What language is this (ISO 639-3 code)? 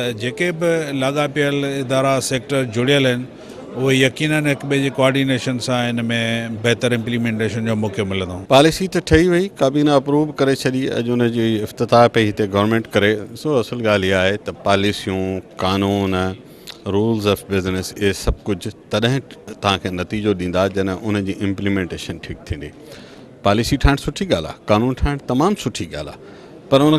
snd